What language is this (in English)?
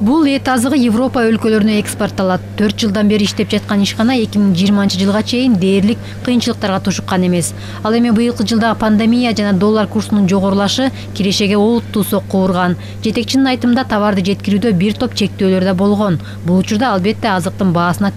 Kyrgyz